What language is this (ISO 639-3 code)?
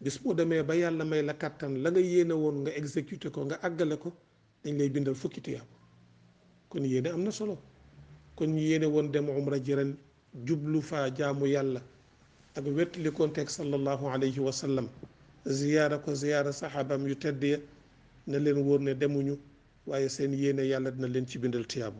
wol